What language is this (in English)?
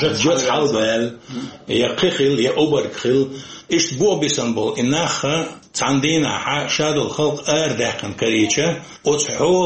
Chechen